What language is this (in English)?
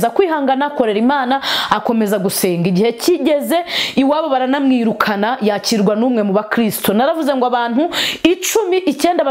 Kinyarwanda